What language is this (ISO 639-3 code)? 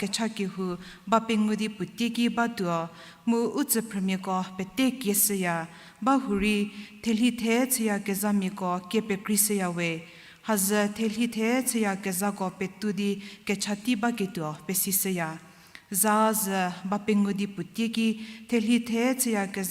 njm